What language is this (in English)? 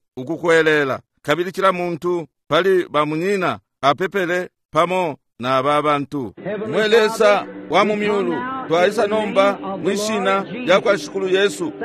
Bemba